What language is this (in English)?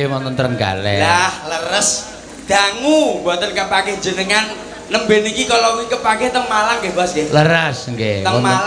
Javanese